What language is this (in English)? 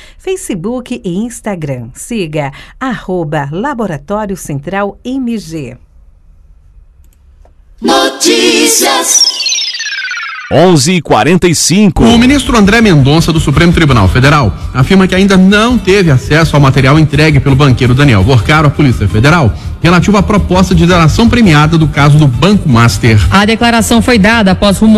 Portuguese